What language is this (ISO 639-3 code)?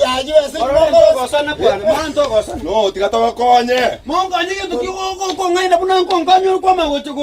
guz